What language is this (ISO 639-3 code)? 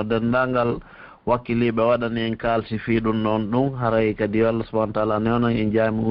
fuf